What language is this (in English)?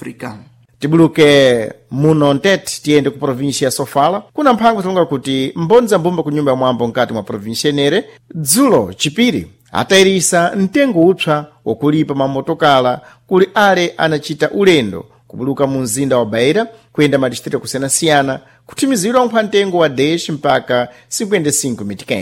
Sena